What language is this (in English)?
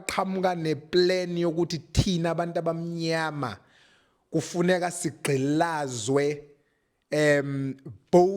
Zulu